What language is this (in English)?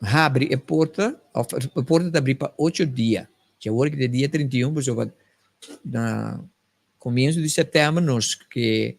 Papiamento